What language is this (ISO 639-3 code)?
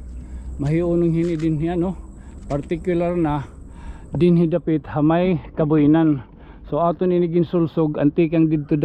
war